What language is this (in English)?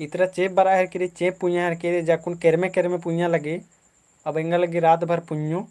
Kurukh